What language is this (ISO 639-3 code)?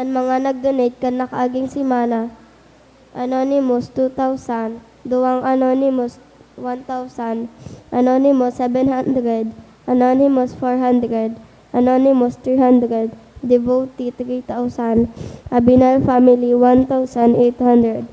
bik